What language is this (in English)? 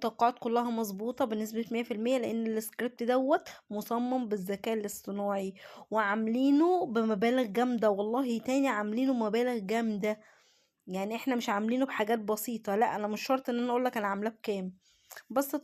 Egyptian Arabic